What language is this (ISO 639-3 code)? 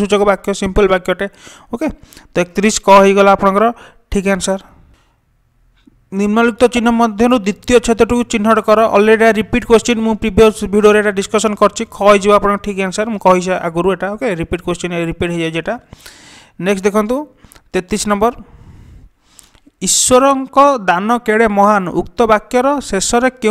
ori